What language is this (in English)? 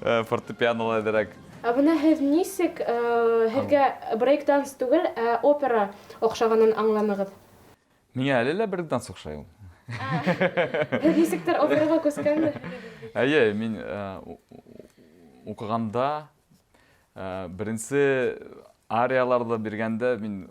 Bashkir